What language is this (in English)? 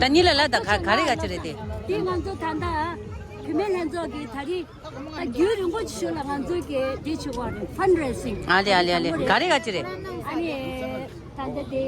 Tibetan